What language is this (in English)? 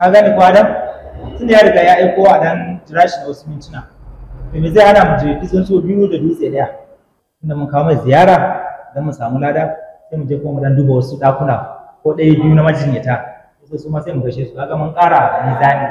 Hausa